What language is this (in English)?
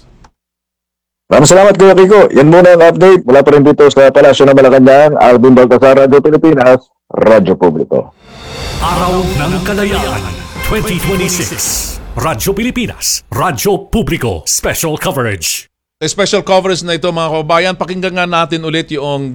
Filipino